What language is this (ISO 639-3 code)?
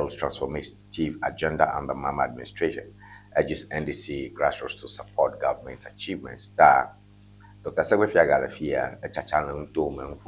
ewe